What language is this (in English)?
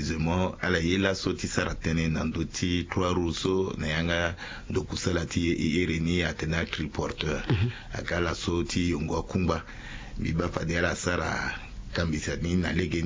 Sango